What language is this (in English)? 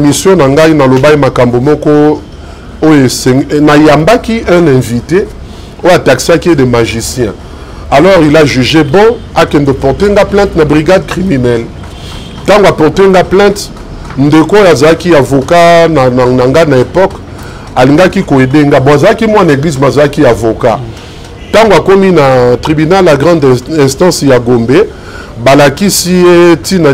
Lingala